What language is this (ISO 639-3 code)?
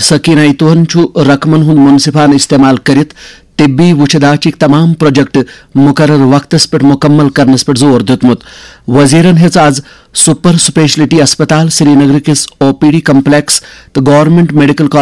kas